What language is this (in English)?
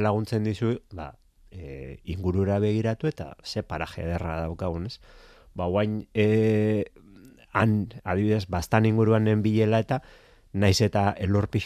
Basque